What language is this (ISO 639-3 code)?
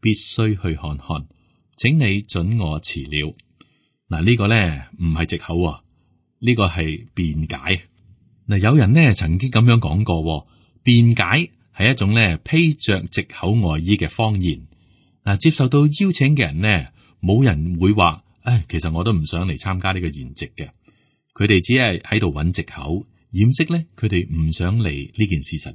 yue